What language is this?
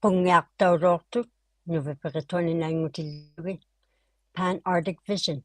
Inuktitut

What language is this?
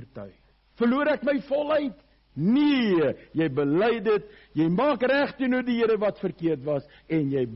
Afrikaans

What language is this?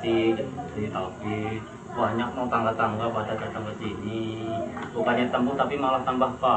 Betawi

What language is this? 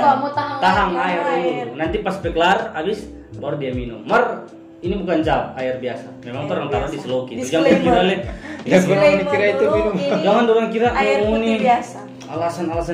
Manado Malay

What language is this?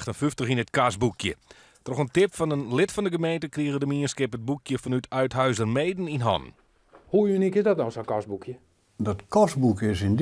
Western Frisian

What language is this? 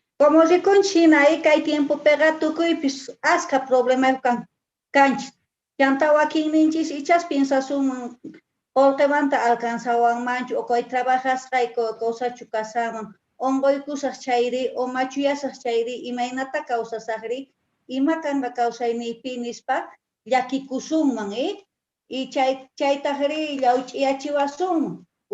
South Bolivian Quechua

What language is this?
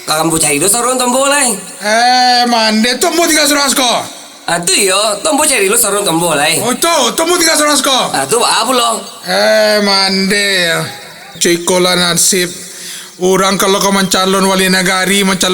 Minangkabau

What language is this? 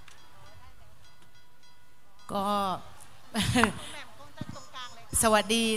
Thai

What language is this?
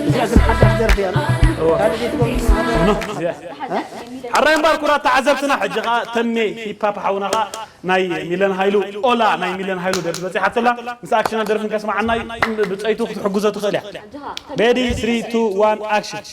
Tigrinya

